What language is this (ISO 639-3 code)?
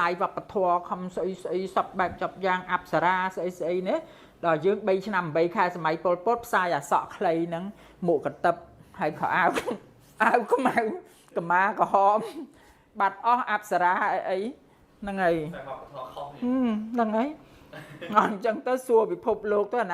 khm